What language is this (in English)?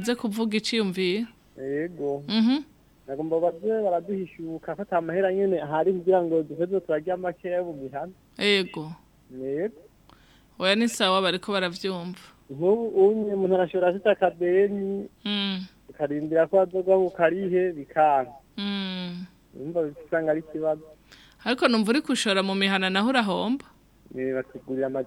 Rundi